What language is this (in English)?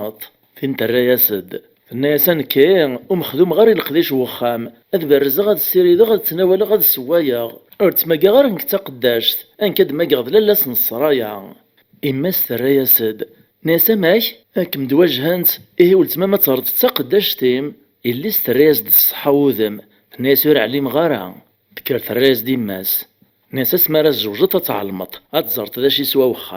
Kabyle